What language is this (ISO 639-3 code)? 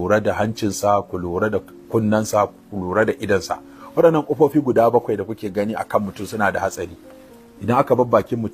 hau